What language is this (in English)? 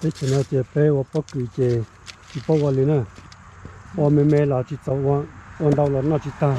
Hmong